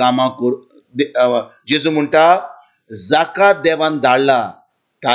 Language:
Konkani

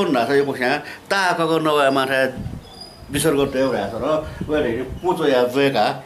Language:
Newari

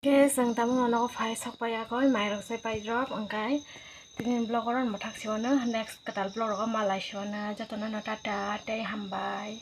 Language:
Kok Borok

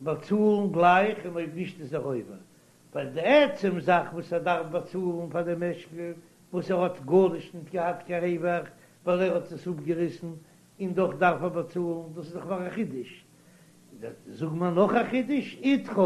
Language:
Yiddish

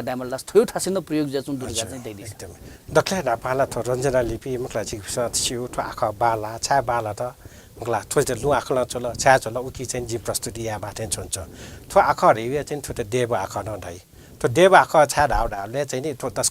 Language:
Newari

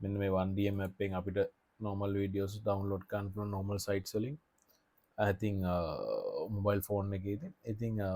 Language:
Sinhala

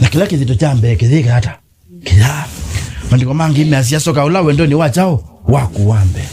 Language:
Kamba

